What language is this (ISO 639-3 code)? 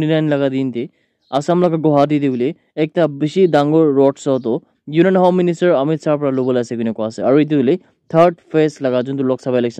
nag